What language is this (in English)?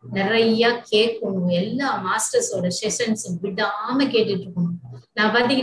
Tamil